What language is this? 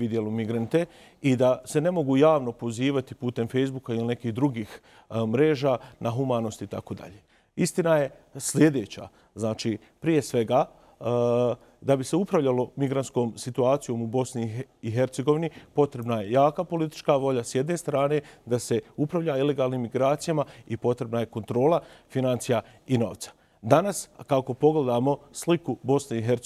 Bosnian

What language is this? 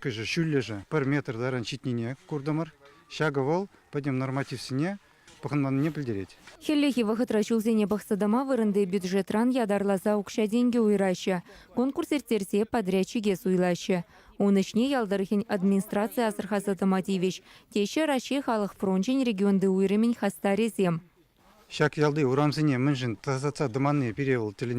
Chuvash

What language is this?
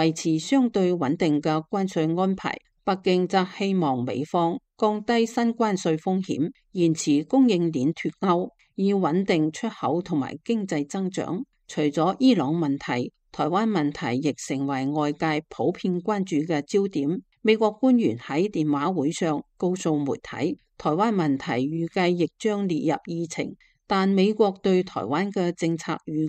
Cantonese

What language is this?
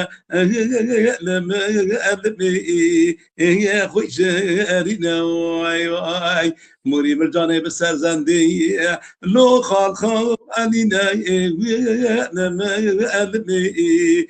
Kurdish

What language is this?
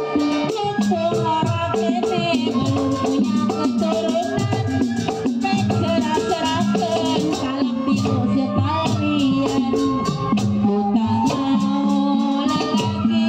Betawi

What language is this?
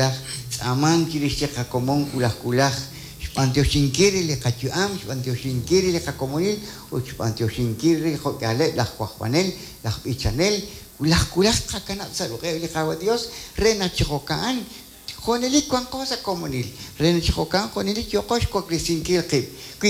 Kekchí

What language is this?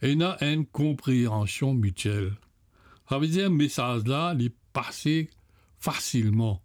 Morisyen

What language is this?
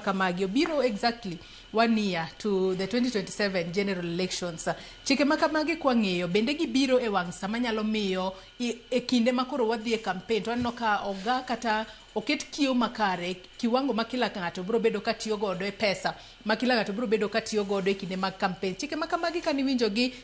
Luo (Kenya and Tanzania)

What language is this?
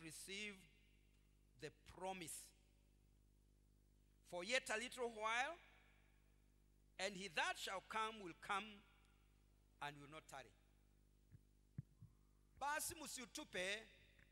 Swahili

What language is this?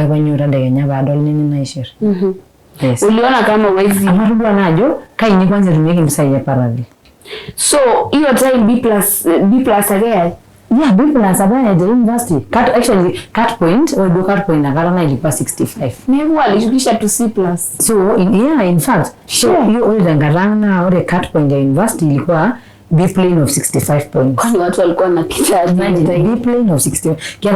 Masai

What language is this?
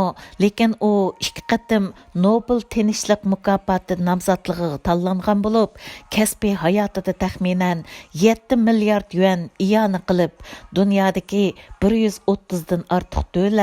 Uyghur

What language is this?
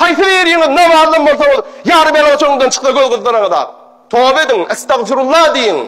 Turkmen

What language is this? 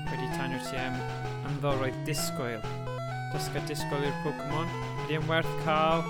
Welsh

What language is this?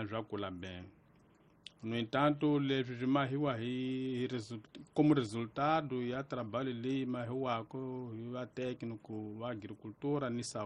Tsonga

